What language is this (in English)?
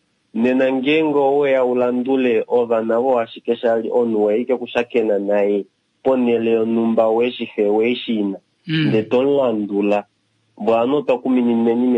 Kuanyama